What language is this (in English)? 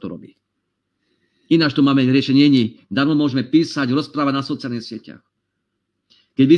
Slovak